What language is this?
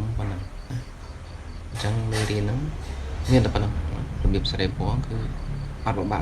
Khmer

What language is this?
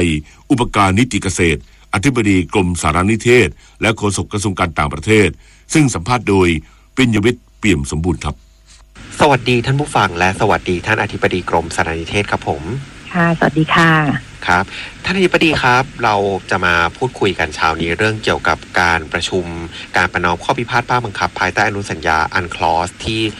Thai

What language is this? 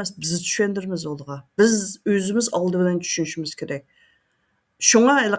Uyghur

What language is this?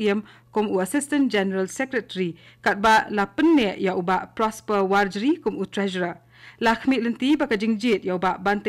Khasi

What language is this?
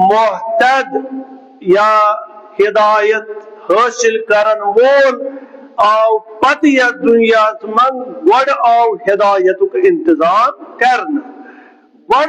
Kashmiri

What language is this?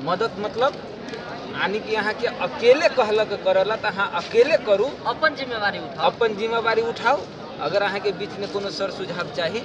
Maithili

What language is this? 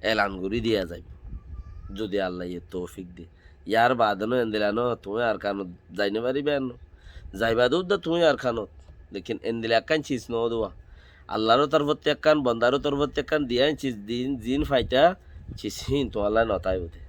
Rohingya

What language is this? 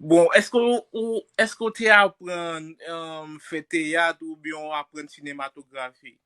Haitian Creole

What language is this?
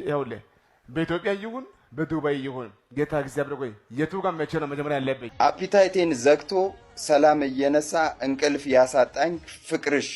Amharic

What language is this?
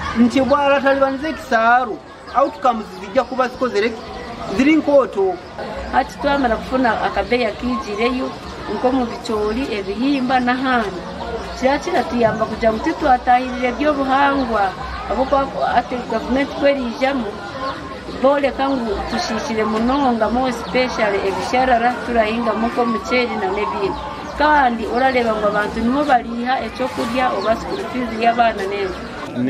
Nyankole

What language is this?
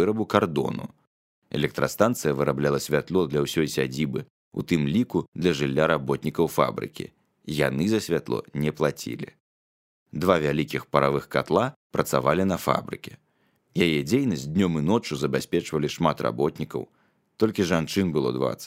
Belarusian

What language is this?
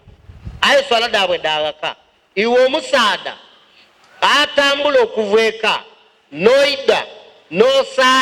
Ganda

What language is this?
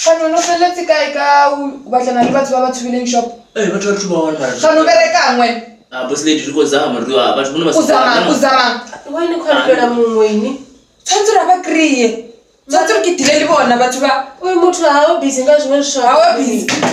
Venda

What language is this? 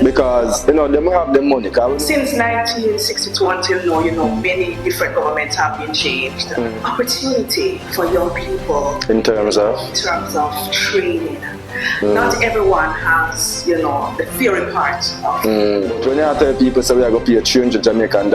Jamaican Creole English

